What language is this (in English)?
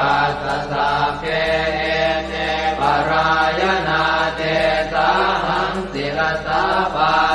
Pali